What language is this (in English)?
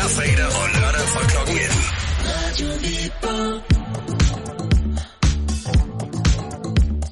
Danish